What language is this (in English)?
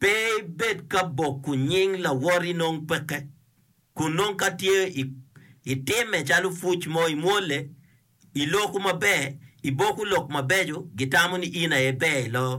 Acoli